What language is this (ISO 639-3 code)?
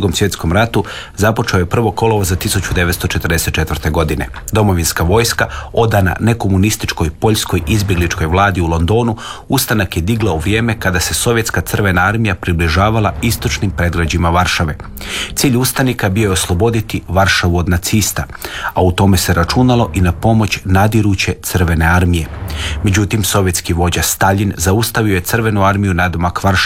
hrv